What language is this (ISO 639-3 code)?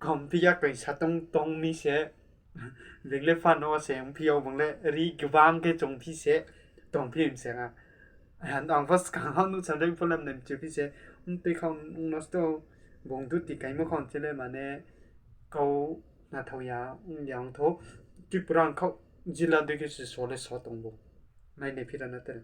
ria